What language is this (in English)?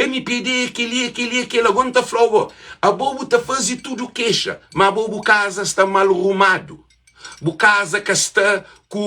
Kabuverdianu